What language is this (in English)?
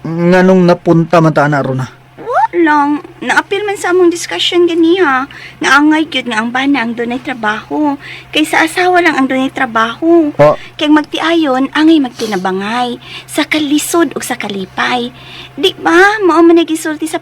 Cebuano